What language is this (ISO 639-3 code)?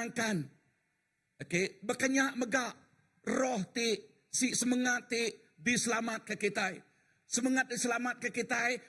iba